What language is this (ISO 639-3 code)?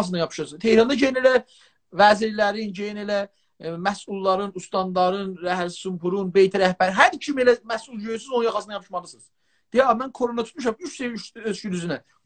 azb